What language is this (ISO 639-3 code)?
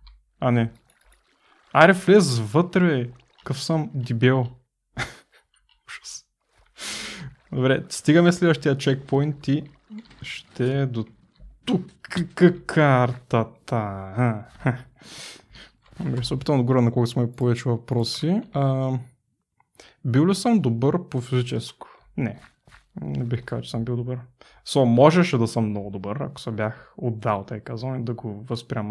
bul